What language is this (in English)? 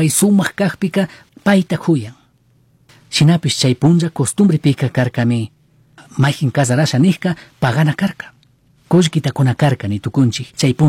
Chimborazo Highland Quichua